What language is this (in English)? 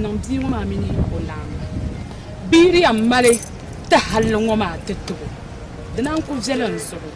Dagbani